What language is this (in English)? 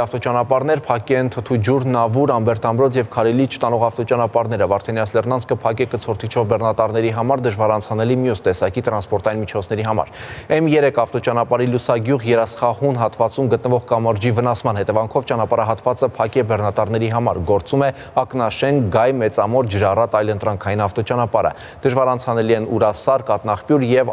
Armenian